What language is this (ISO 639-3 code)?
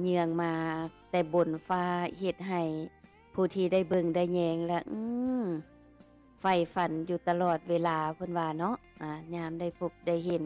lao